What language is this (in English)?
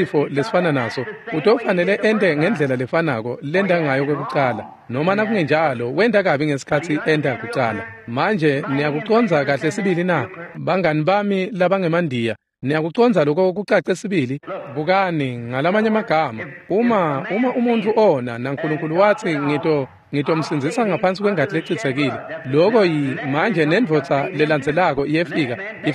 Swati